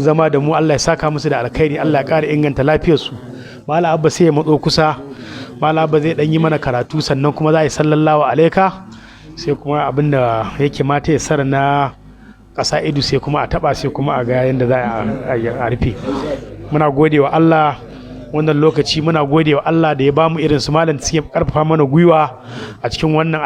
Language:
Hausa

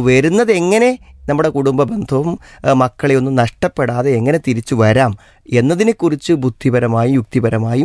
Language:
Malayalam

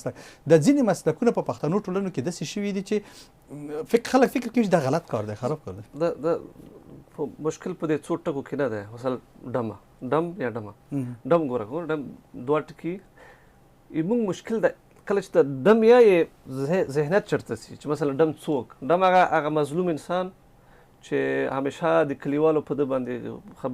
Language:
Pashto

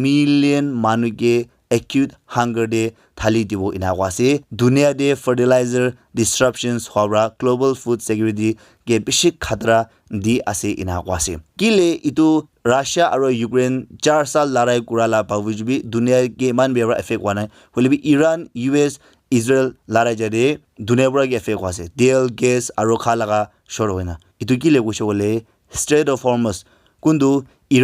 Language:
Naga Pidgin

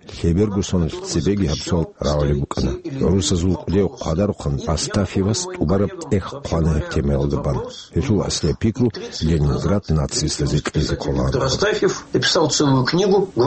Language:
Avaric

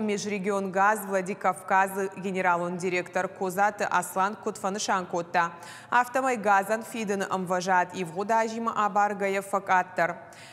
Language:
Ossetic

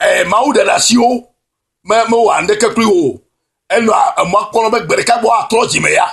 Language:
Ewe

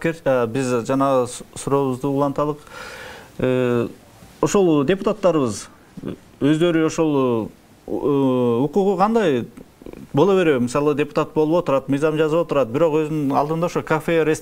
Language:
Kyrgyz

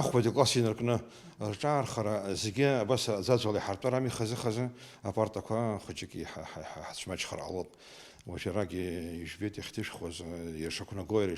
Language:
Abkhazian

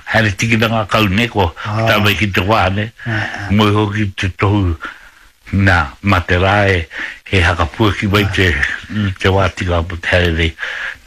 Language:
Māori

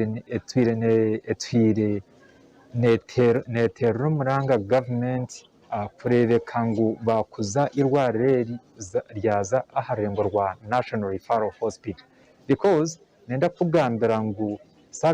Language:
Nyankole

